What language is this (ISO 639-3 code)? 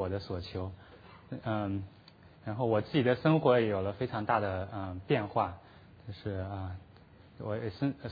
zho